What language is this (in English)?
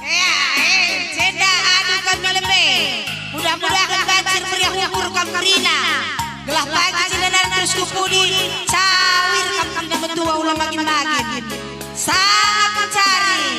Batak Karo